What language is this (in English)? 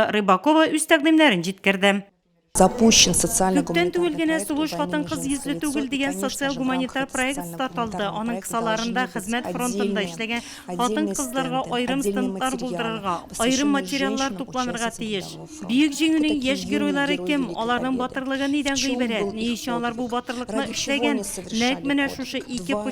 Tatar